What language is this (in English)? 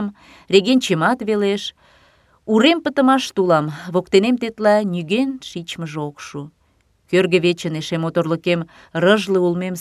Mari